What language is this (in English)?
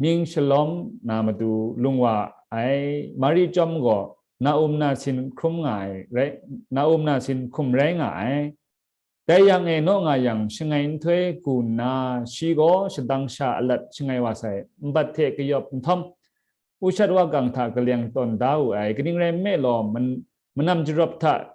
Kachin